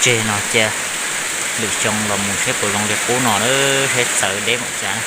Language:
Hmong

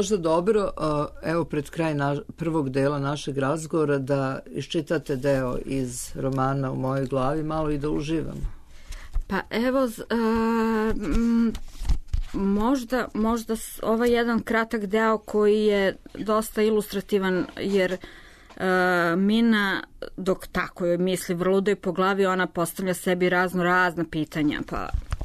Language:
Serbian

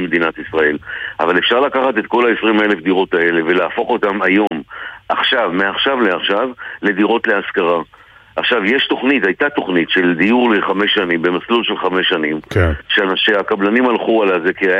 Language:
Hebrew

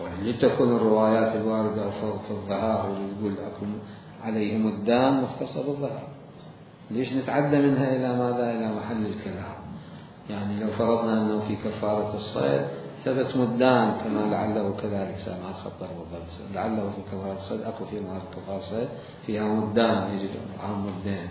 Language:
Mesopotamian Arabic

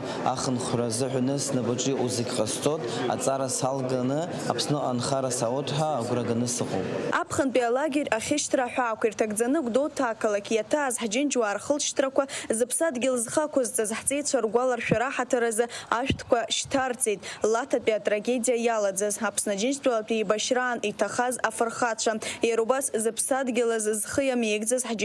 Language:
Abkhazian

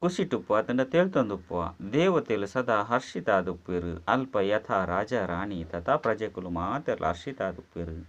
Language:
Tulu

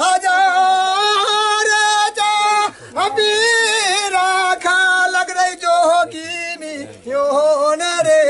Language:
Maithili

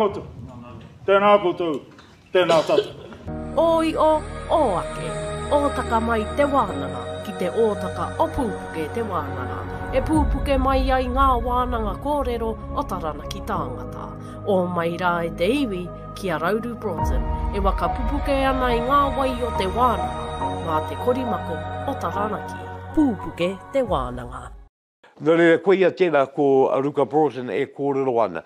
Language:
Māori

